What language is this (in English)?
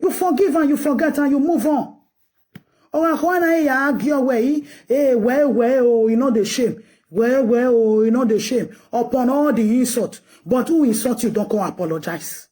Nigerian Pidgin